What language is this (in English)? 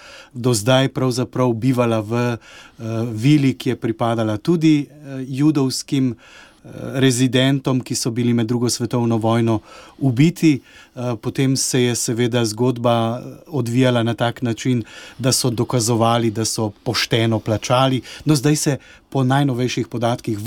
Slovenian